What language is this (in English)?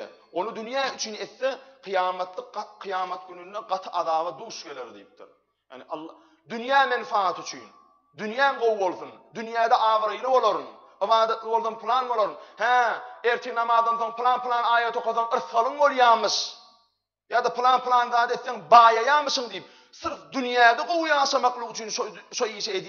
Turkmen